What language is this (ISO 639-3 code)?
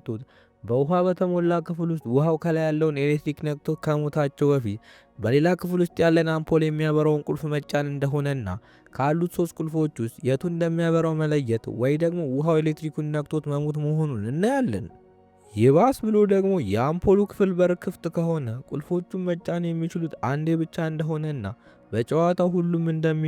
amh